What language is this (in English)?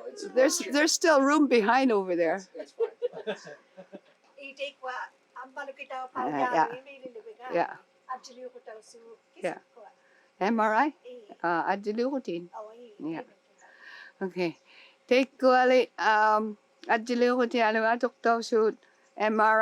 Inuktitut